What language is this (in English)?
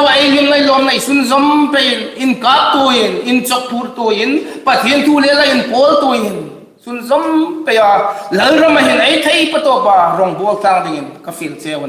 Hmar